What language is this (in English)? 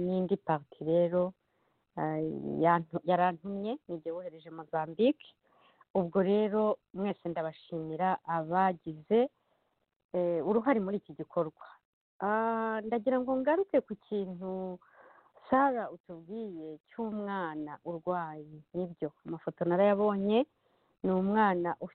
Kinyarwanda